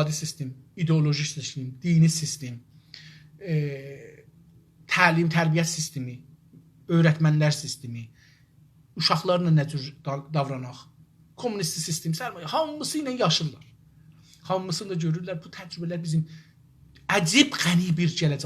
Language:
South Azerbaijani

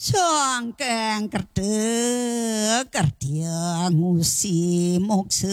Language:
Balinese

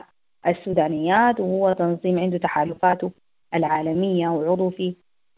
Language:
Sudanese Arabic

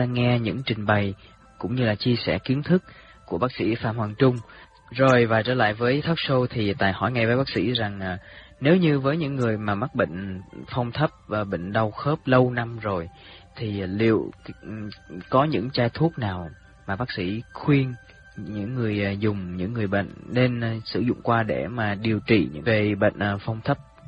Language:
Vietnamese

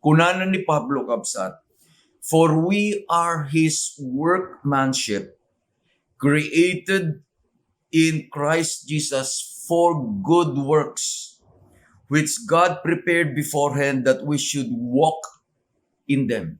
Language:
Iloko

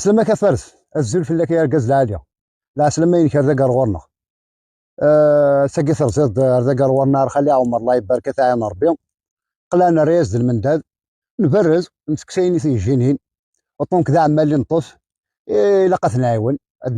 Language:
Kabyle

